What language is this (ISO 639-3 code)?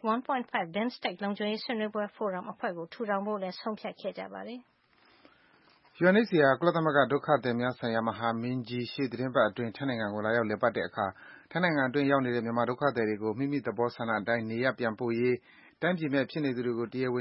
mya